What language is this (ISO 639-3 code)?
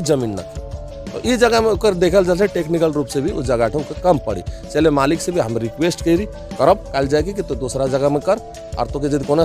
sck